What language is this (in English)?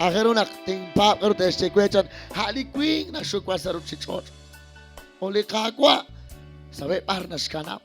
Kekchí